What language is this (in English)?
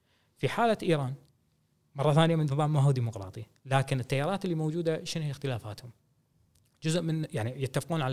Gulf Arabic